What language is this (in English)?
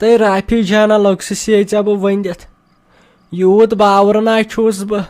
Kashmiri